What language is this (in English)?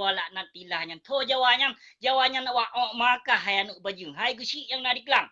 Achinese